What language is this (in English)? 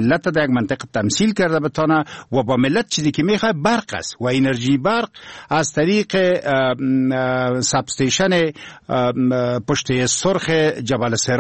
Persian